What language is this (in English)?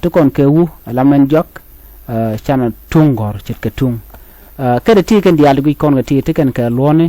Nuer